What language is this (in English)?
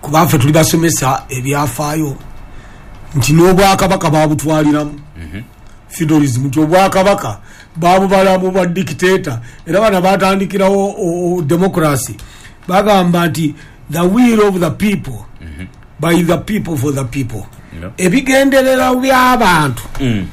Ganda